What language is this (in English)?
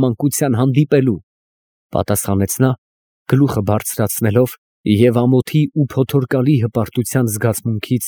Armenian